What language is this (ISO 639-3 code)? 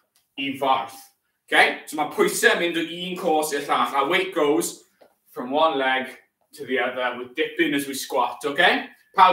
cym